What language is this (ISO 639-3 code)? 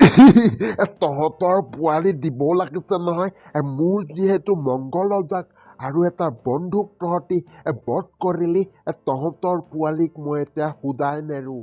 asm